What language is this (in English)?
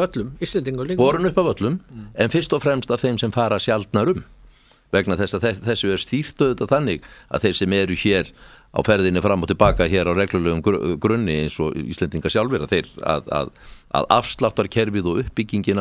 Icelandic